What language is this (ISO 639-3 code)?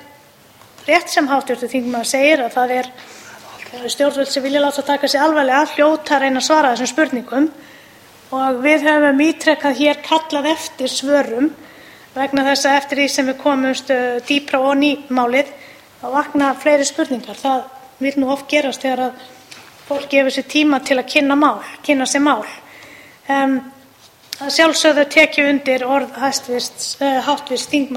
isl